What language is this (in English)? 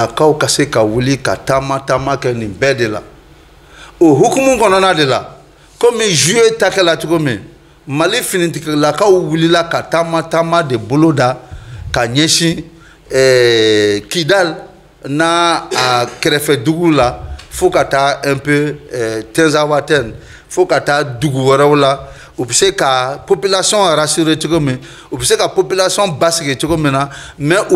Bambara